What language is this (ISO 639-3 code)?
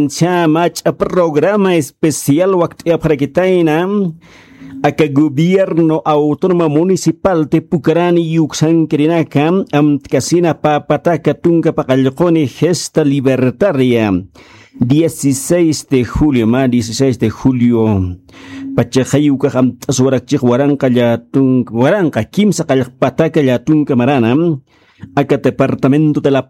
aym